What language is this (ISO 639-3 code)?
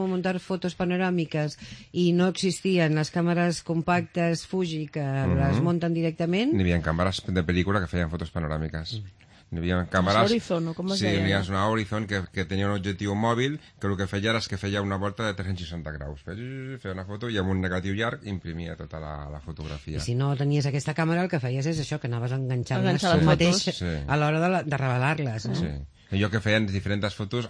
cat